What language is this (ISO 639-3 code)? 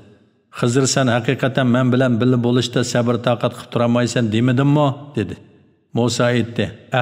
uig